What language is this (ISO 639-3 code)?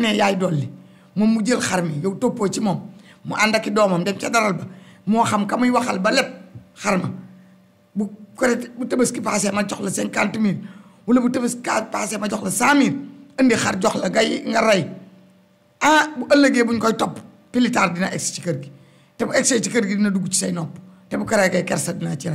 wol